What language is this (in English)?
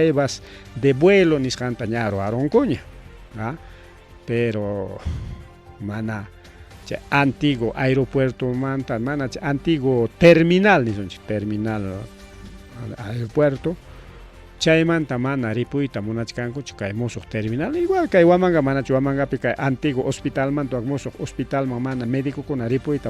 Ayacucho Quechua